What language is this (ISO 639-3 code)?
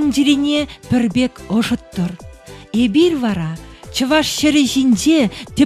chv